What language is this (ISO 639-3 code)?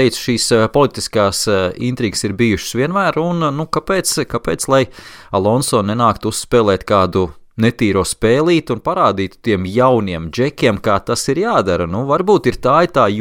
lav